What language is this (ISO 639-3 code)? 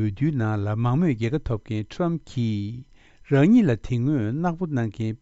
bod